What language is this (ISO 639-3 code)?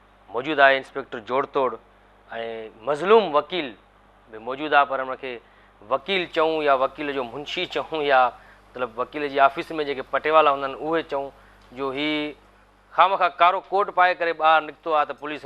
snd